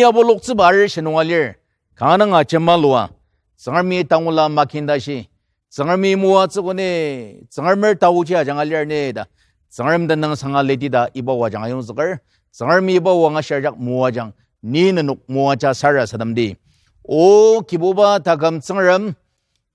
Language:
Ao Naga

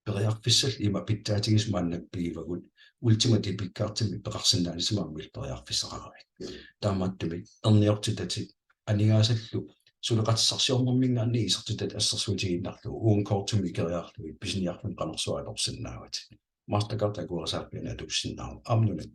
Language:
Kalaallisut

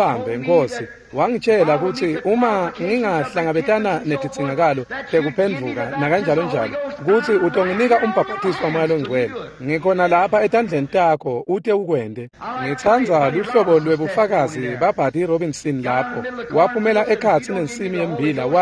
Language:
Swati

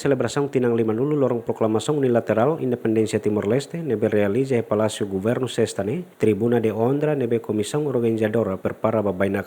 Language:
Tetum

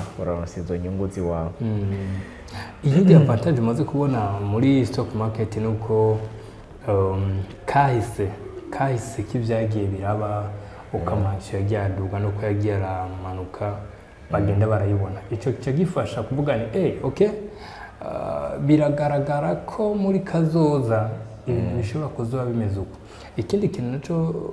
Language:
Rundi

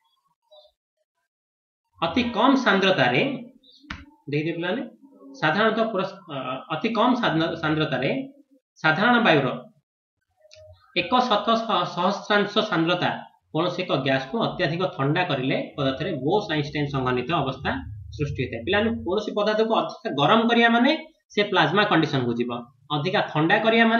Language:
Odia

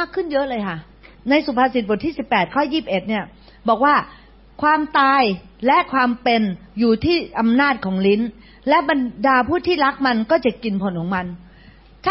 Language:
Thai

